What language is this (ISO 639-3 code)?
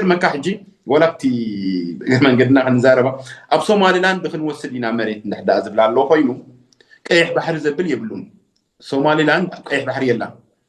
tir